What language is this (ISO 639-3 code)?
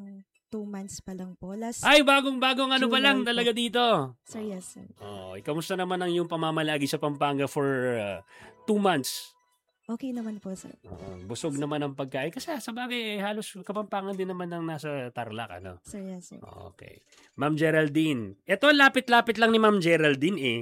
fil